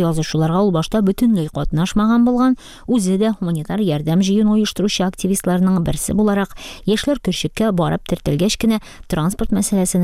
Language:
Tatar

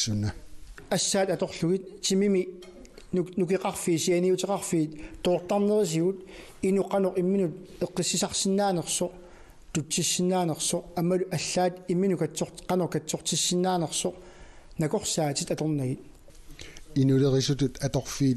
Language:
Kalaallisut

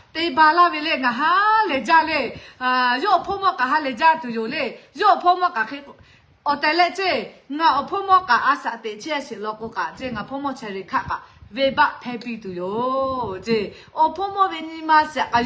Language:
Lahu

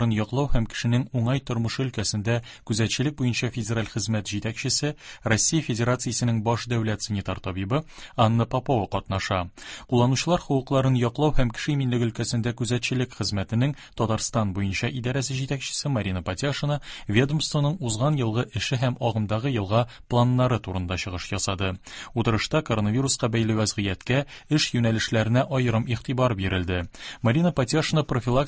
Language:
Tatar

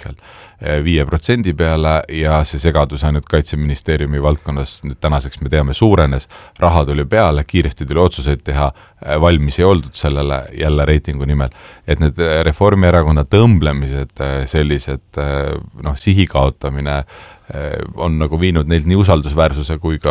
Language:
Estonian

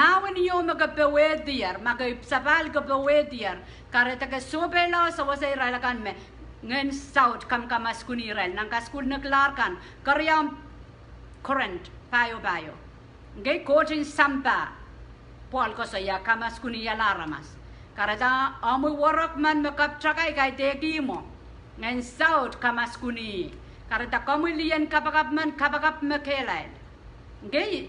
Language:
Pohnpeian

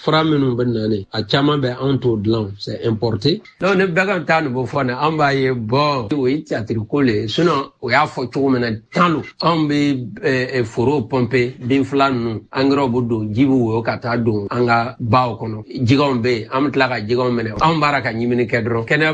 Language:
Bambara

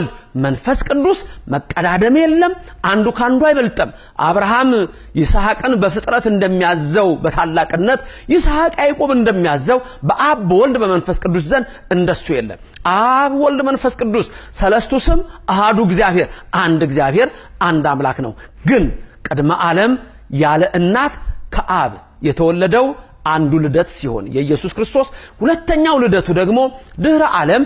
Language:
Amharic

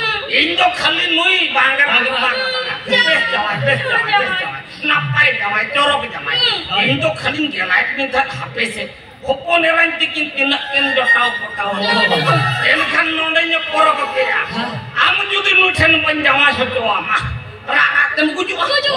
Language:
Santali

